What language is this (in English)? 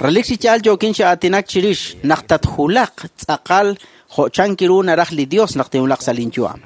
Kekchí